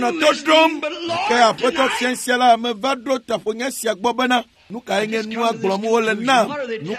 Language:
Ewe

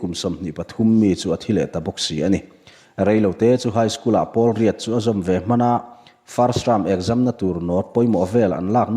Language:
Mizo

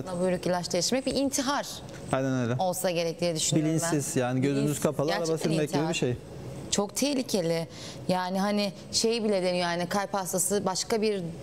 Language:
Turkish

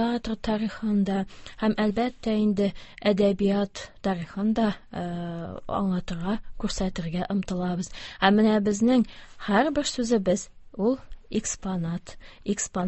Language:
Tatar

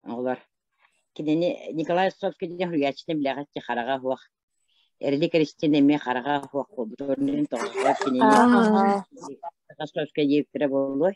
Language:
Yakut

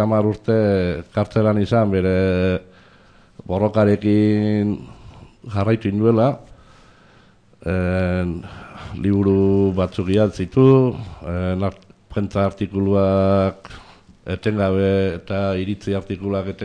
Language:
Basque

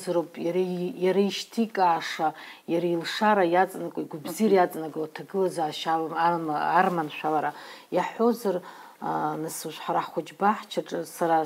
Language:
Abkhazian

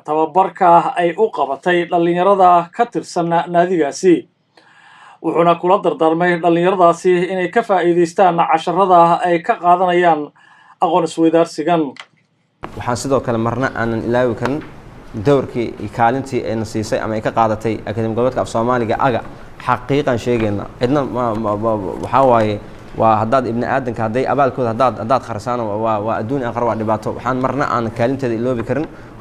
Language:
Somali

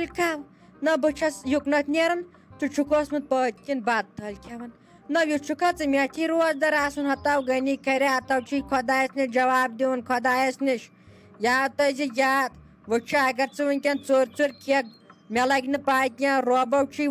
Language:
Kashmiri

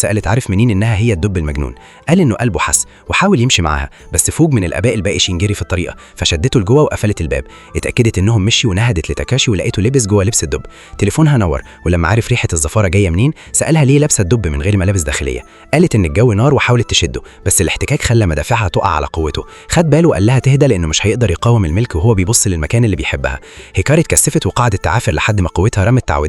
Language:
Egyptian Arabic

